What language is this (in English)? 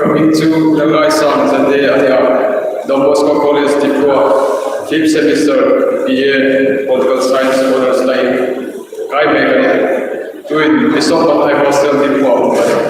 Hmar